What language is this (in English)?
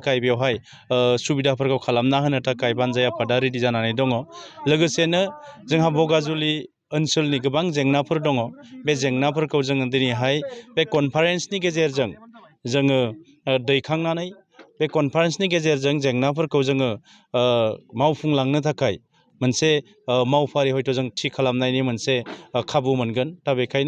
Bodo